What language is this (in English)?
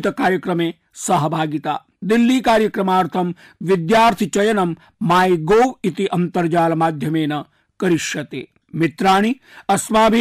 Sanskrit